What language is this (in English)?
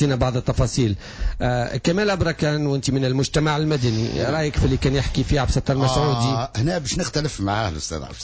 Tunisian Arabic